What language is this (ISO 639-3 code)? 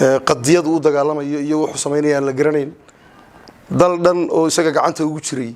som